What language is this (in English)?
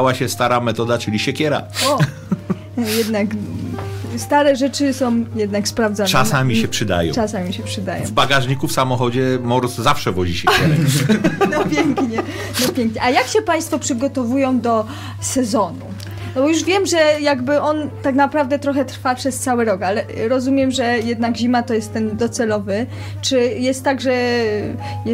Polish